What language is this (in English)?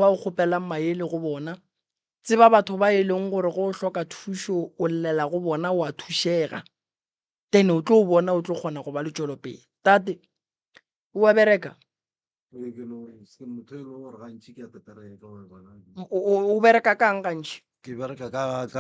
Northern Sotho